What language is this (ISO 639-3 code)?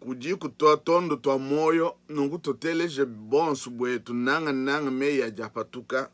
lua